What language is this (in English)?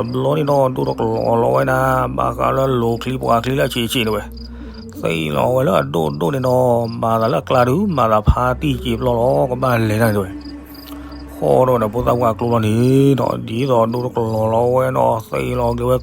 S'gaw Karen